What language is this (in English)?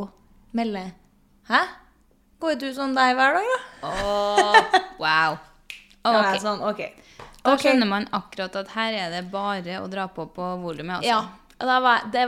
Norwegian